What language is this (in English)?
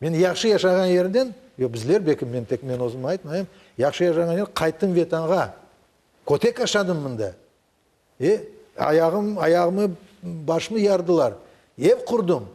Crimean Tatar